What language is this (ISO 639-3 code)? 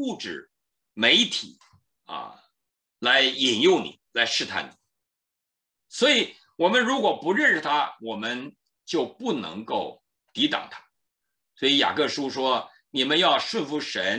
zho